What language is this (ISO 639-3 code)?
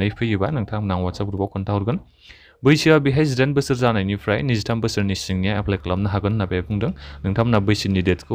brx